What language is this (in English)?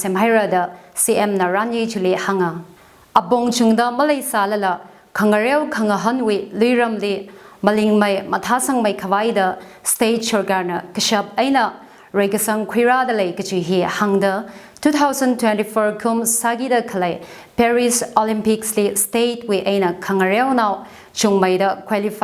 Tangkhul Naga (India)